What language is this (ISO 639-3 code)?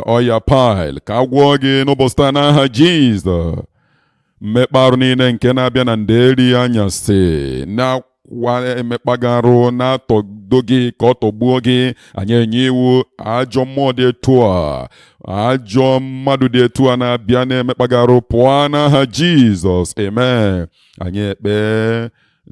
ibo